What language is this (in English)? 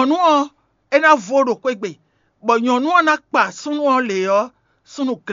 Fon